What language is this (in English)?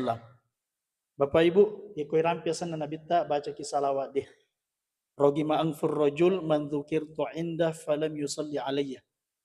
Buginese